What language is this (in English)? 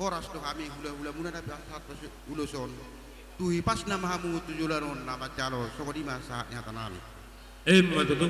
Batak Toba